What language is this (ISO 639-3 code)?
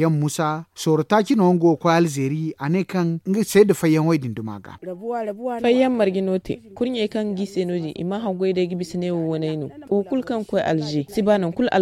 dje